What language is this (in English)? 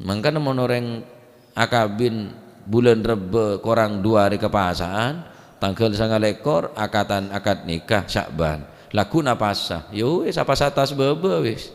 Madurese